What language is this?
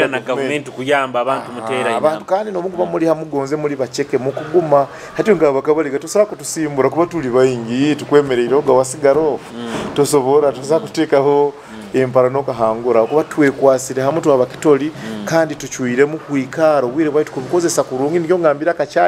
Nyoro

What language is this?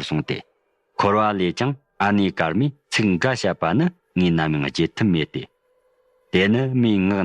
Tibetan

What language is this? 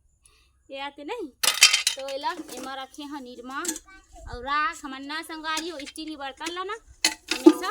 Chhattisgarhi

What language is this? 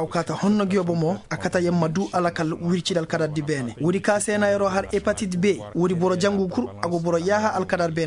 Koyraboro Senni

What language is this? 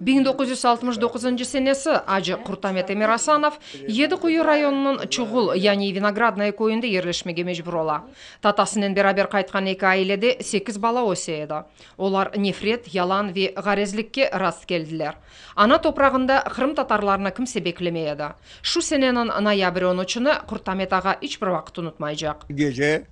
Crimean Tatar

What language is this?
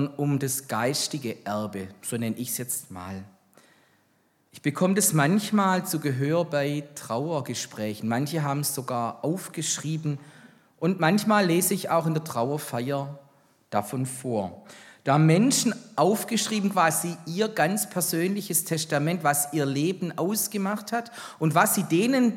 German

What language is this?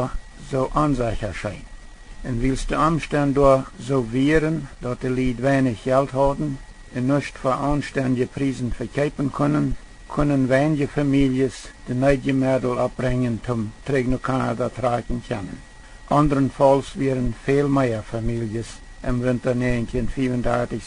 Plautdietsch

